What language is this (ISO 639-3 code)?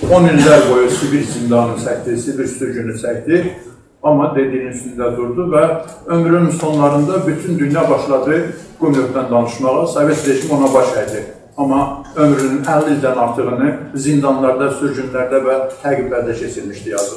azb